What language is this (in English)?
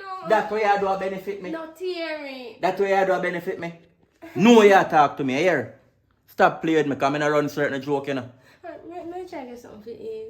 Jamaican Creole English